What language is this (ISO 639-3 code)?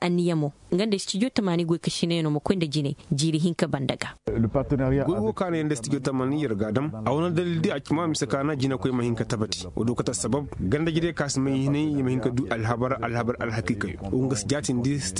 ses